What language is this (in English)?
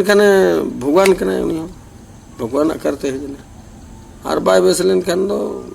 Santali